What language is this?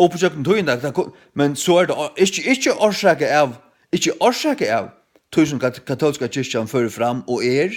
Faroese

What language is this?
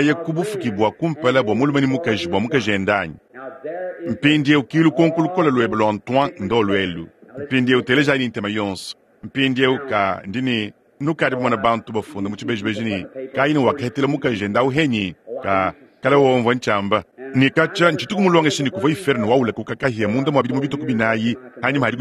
Luba-Lulua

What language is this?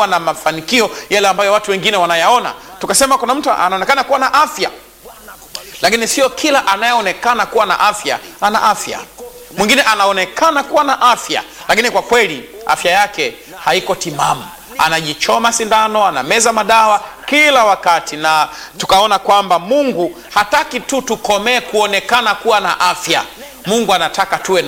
Swahili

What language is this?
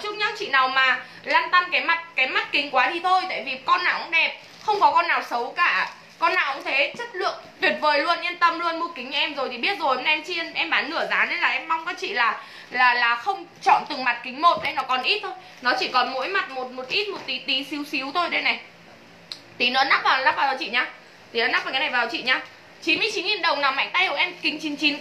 Vietnamese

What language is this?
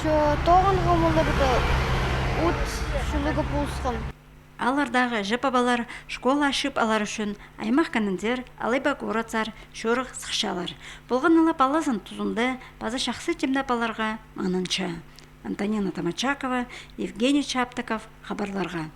Khakas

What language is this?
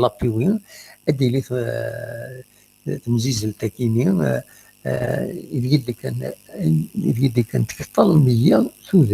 Kabyle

